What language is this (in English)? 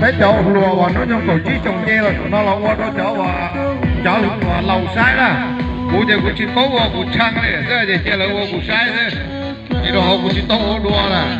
Hmong